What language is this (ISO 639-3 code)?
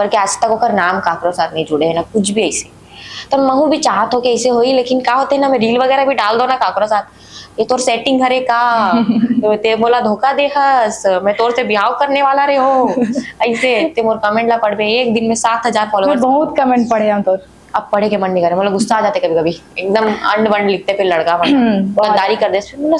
hne